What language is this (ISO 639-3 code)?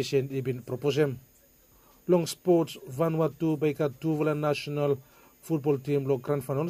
bis